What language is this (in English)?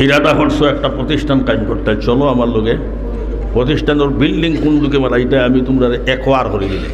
Sylheti